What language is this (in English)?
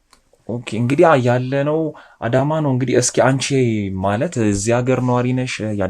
Amharic